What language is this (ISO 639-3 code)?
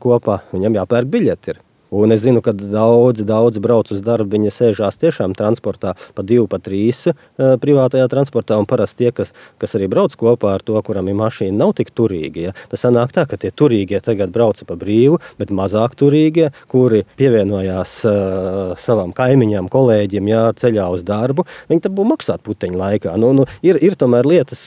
lav